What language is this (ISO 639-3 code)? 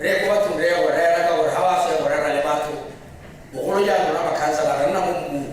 tsn